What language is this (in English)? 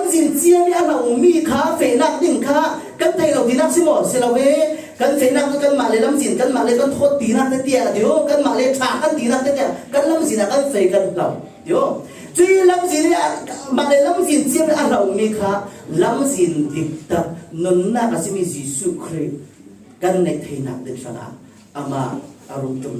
Falam Chin